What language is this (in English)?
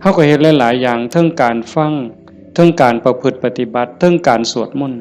Northeastern Thai